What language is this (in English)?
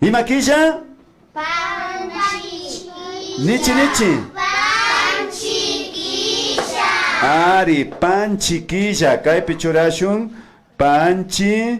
Imbabura Highland Quichua